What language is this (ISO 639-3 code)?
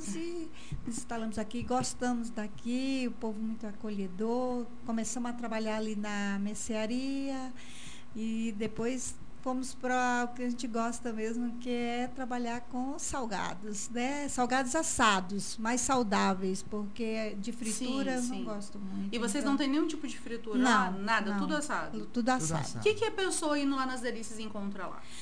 por